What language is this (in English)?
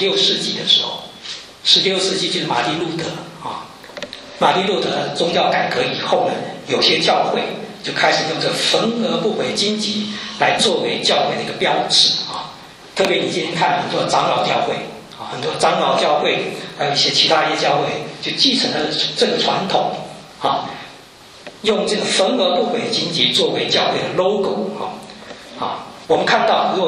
Chinese